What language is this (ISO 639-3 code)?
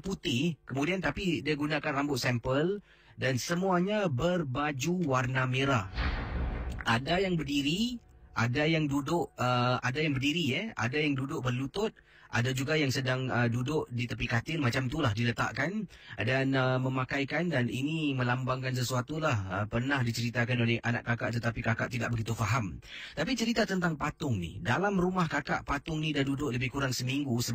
msa